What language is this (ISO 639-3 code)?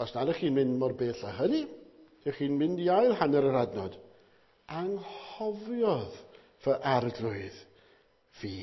cym